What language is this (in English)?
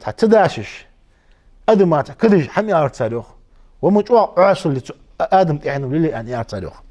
Ingush